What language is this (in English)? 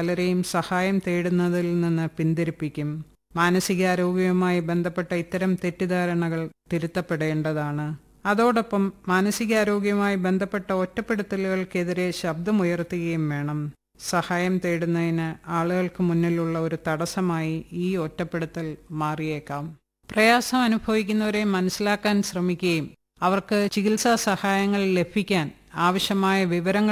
Malayalam